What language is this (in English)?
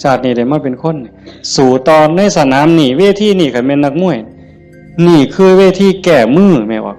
Northeastern Thai